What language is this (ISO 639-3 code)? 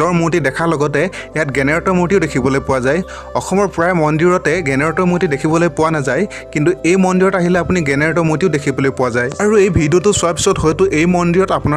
asm